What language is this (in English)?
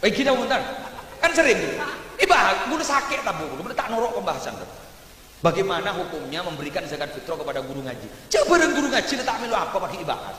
Madurese